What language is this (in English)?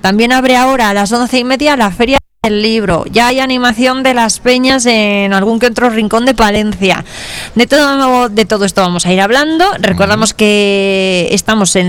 Spanish